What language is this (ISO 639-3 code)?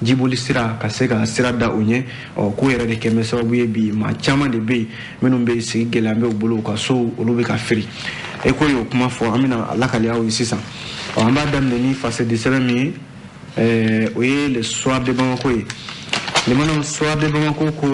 bam